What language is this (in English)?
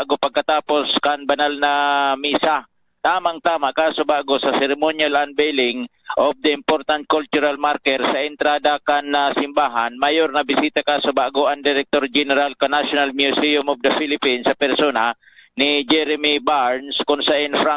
Bikol